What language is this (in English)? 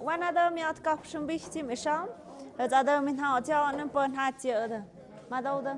Tlahuitoltepec Mixe